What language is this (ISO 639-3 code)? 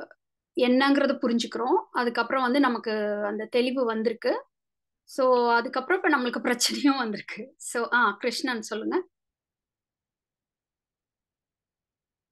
tam